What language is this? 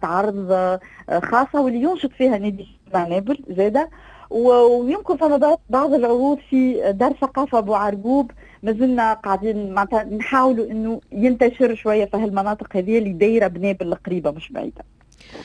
Tunisian Arabic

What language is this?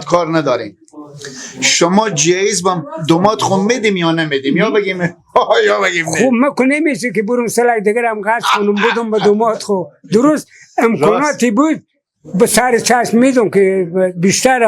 Persian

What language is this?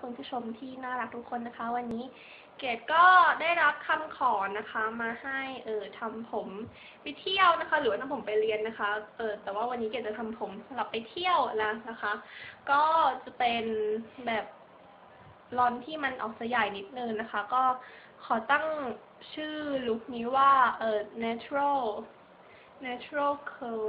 Thai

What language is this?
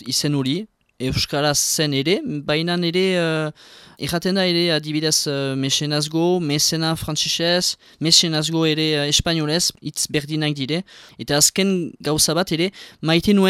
Basque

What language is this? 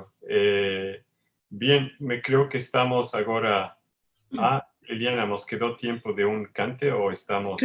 Ladino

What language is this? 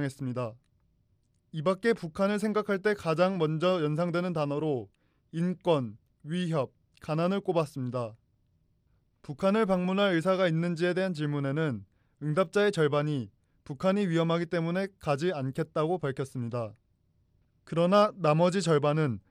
Korean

